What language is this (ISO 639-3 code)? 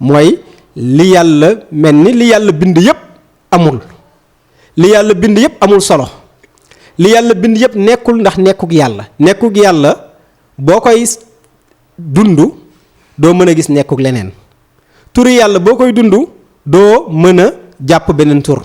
wol